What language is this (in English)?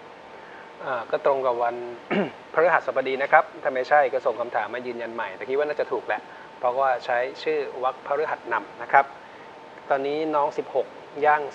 Thai